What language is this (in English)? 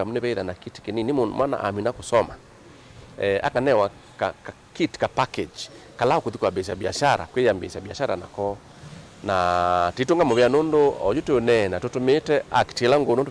Kamba